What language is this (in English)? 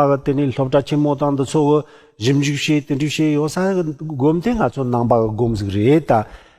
Tibetan